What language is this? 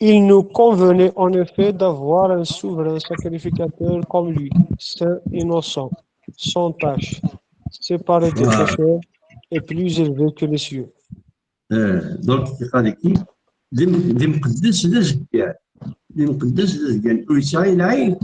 Kabyle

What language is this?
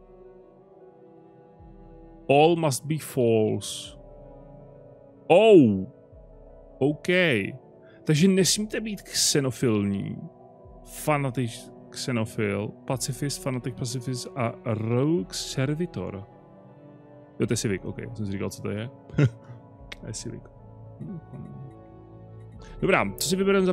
Czech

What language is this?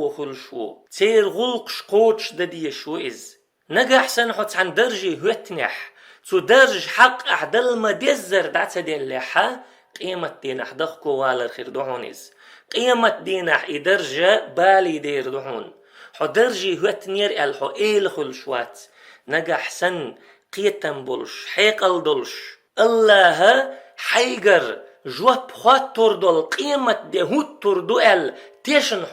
Chechen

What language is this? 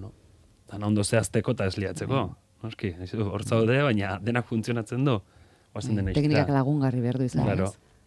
Basque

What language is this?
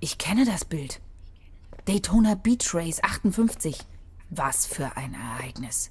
Bavarian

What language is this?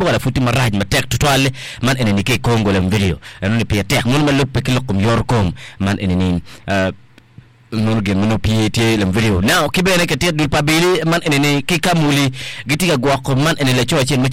Acoli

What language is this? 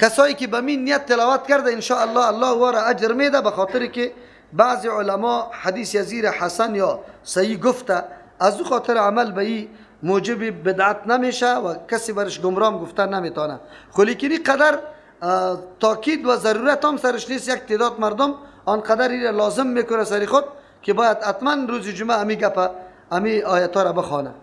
Persian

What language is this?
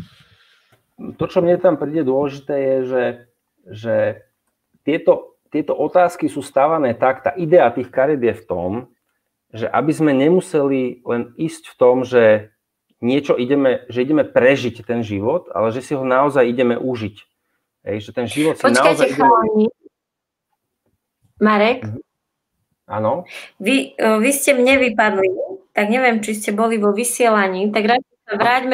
Slovak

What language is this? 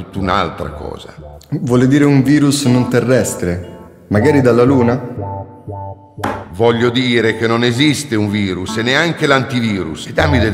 Italian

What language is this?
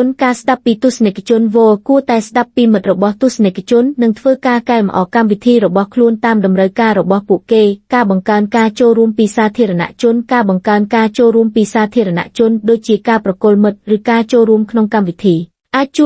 Khmer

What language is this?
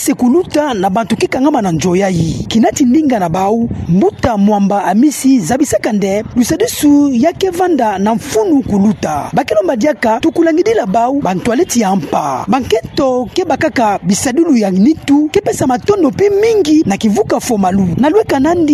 Kituba (Democratic Republic of Congo)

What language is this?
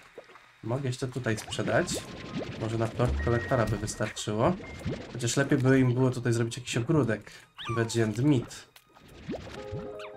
Polish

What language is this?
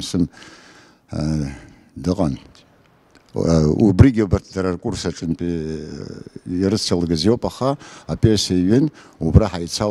Abkhazian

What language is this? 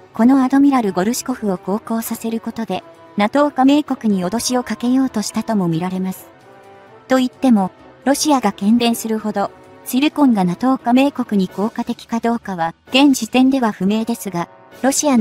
Japanese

